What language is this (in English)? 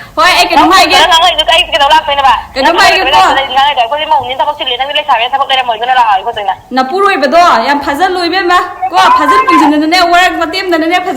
Manipuri